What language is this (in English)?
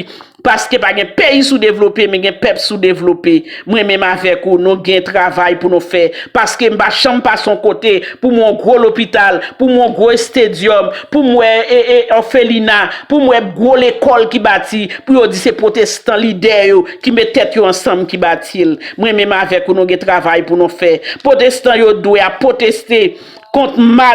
Haitian Creole